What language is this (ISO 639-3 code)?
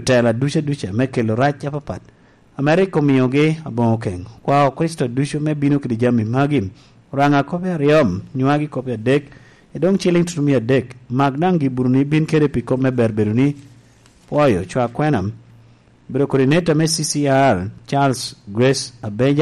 laj